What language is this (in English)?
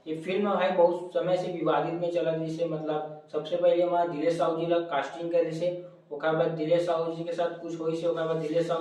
Chhattisgarhi